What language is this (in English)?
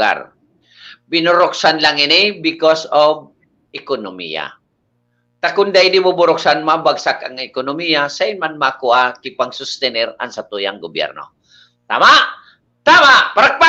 Bikol